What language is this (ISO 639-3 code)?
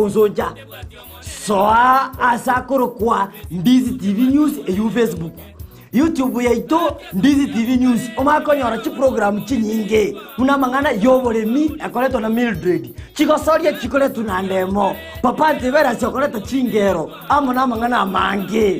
guz